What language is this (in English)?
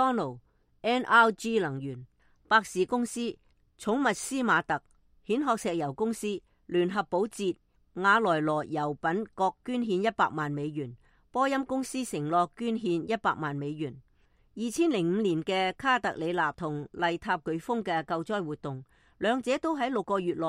Cantonese